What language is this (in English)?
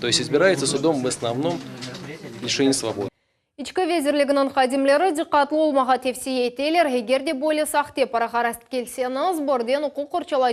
Crimean Tatar